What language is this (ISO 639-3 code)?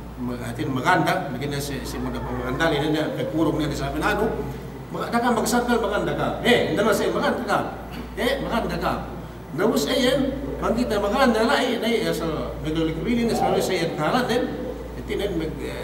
yka